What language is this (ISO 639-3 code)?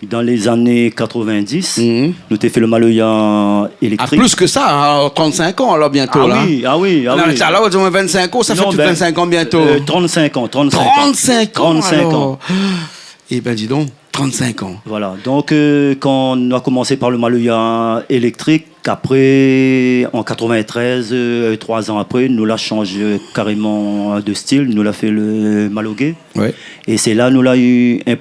rcf